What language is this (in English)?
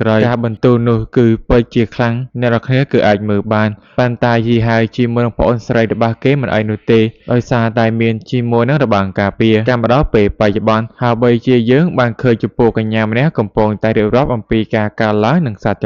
Khmer